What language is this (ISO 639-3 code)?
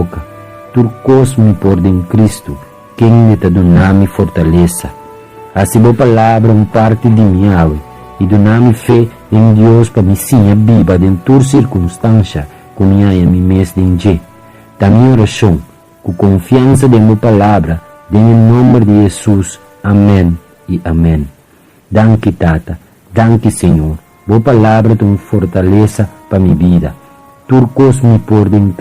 pap